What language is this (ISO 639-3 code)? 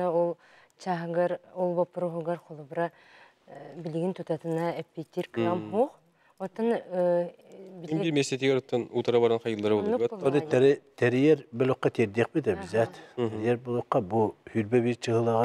sah